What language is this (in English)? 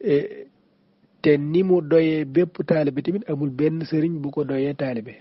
Wolof